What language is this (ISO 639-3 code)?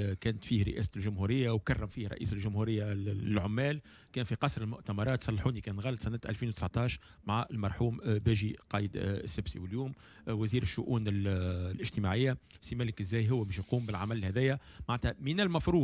aeb